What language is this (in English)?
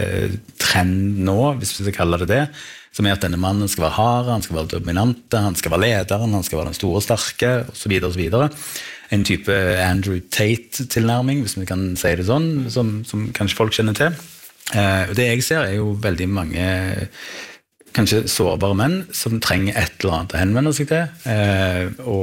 Norwegian